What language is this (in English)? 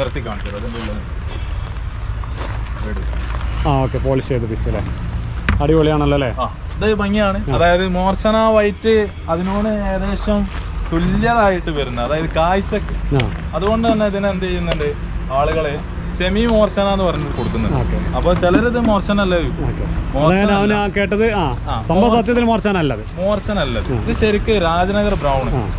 Malayalam